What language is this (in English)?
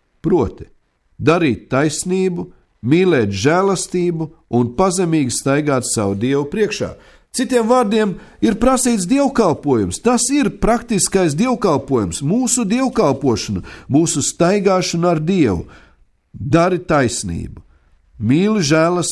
Latvian